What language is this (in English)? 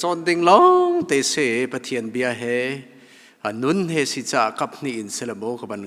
Hakha Chin